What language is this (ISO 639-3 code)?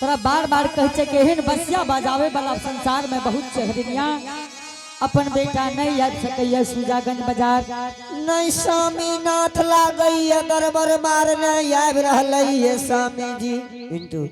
anp